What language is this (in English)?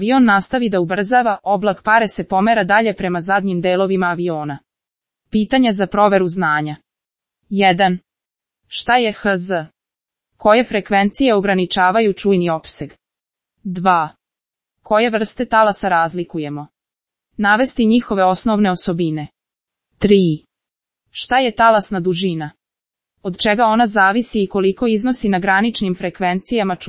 Serbian